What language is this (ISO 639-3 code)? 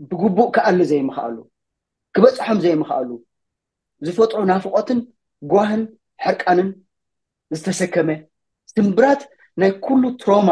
tir